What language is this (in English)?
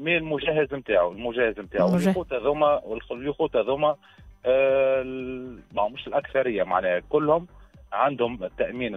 Tunisian Arabic